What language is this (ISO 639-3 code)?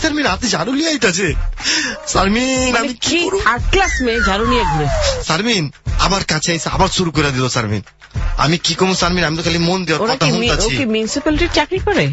ben